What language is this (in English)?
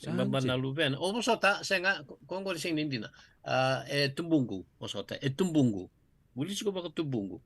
Fijian